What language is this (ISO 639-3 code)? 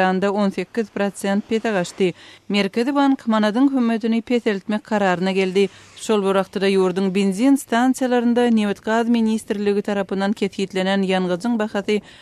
tuk